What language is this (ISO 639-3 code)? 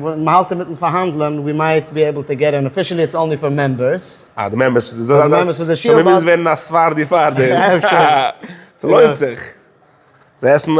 yid